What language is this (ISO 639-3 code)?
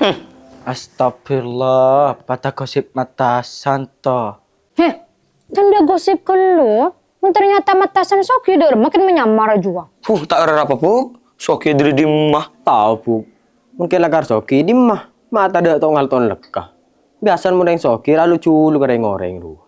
mad